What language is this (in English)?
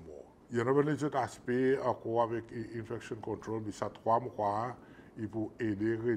Seselwa Creole French